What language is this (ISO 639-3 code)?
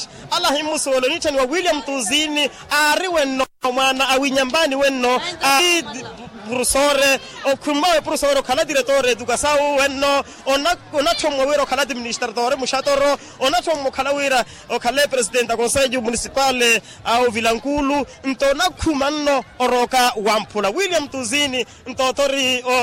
vmw